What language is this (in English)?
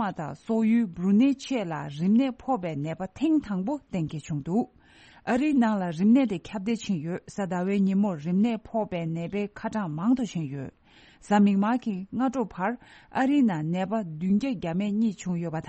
Tibetan